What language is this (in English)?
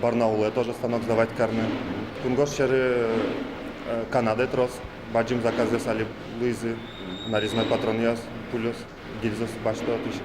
Udmurt